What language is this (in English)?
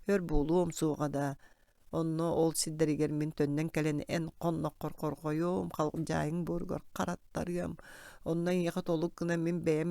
Yakut